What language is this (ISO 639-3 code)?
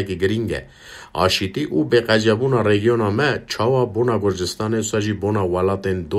kur